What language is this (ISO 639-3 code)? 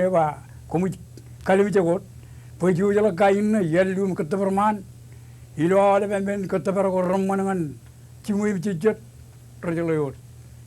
mah